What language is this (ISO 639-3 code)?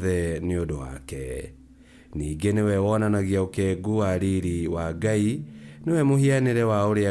kik